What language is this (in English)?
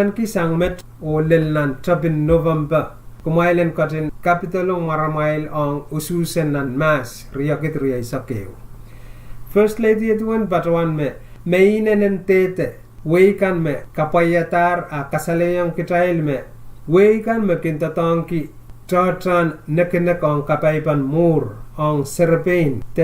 Pohnpeian